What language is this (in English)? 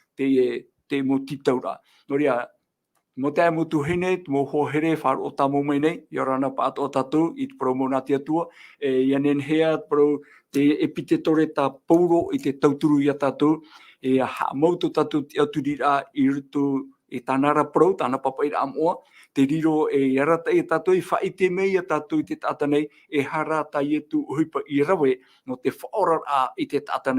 Tahitian